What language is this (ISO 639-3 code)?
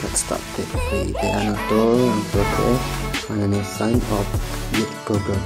kha